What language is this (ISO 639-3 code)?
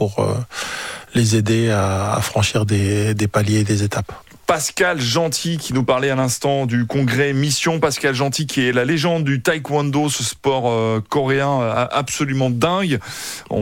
fra